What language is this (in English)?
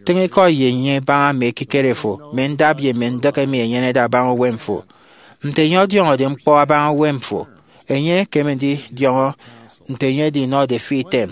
Efik